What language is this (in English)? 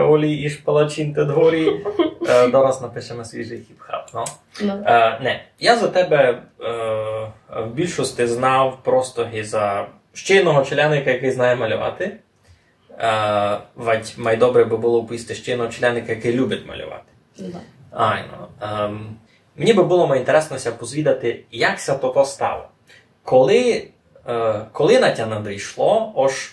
Rusyn